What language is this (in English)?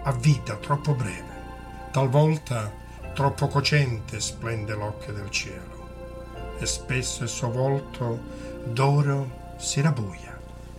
Italian